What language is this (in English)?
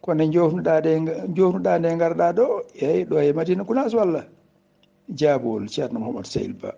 Fula